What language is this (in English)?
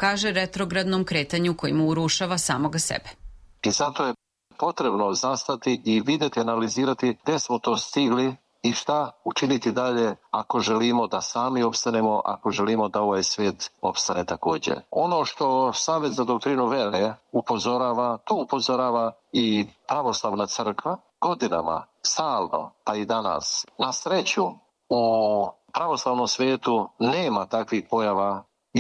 Serbian